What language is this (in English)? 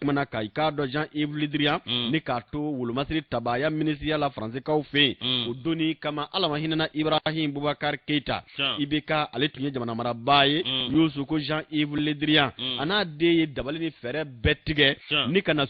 Bambara